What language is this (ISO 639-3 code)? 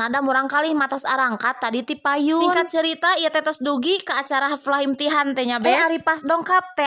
sun